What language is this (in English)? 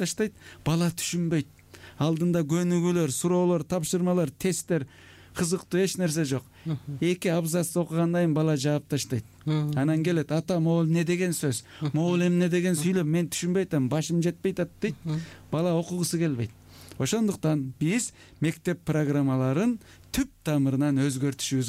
Kyrgyz